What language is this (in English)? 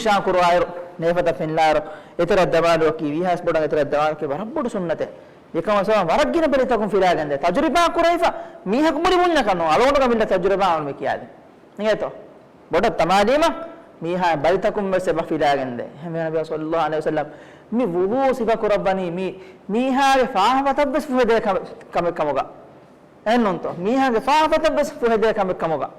Divehi